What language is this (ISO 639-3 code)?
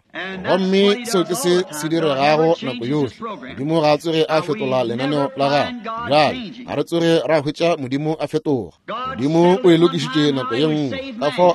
nso